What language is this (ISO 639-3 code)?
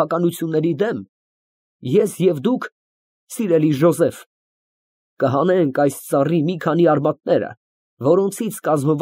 hye